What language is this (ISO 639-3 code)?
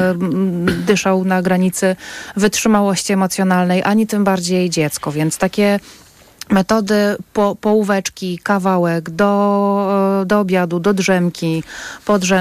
pol